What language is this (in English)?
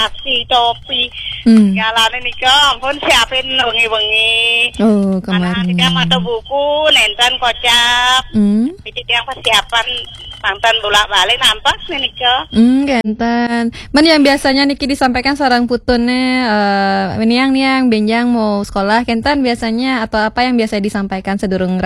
Balinese